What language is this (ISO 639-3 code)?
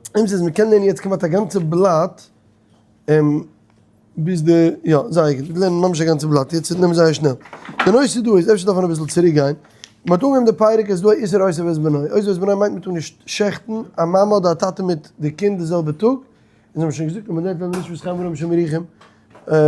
yid